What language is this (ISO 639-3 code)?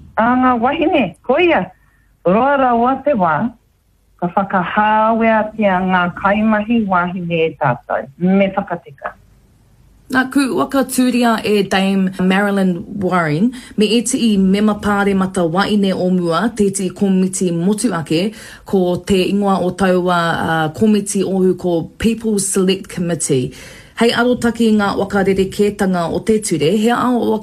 mri